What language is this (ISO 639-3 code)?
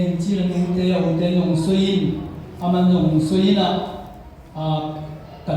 ctd